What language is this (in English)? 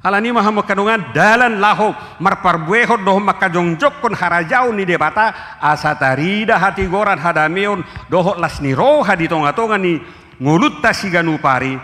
Batak Toba